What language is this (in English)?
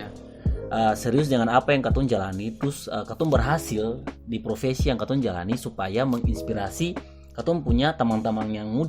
Ambonese Malay